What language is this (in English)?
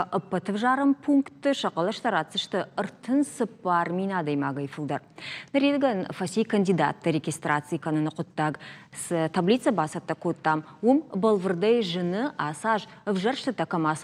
Ossetic